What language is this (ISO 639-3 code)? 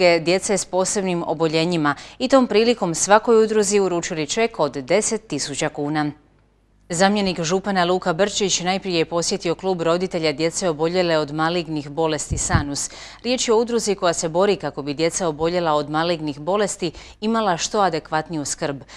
hrv